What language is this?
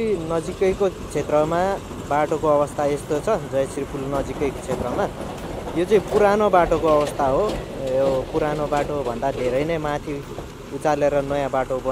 Nepali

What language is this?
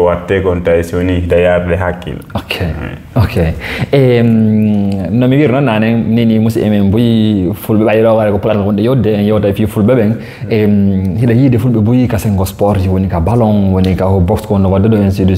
Fula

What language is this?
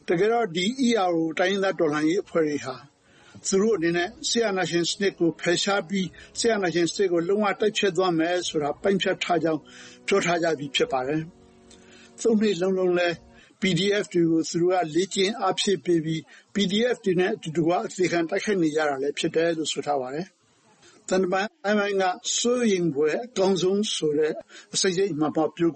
Burmese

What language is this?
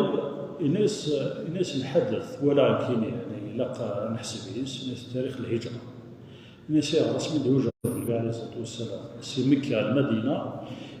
Kabyle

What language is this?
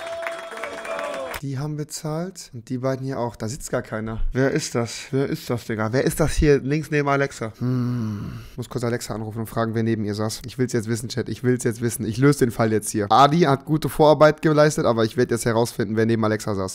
German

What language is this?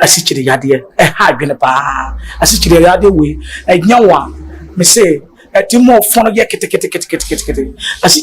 Akan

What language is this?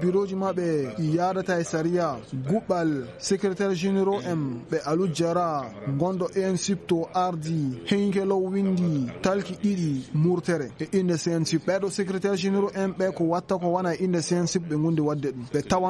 Fula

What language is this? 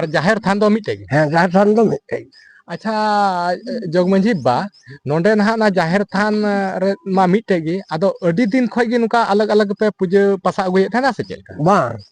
Santali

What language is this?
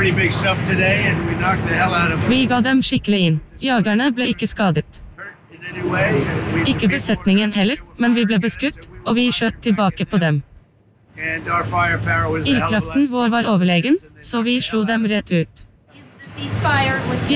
Norwegian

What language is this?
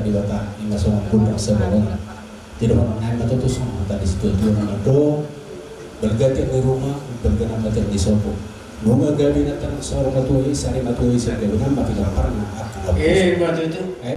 Batak Toba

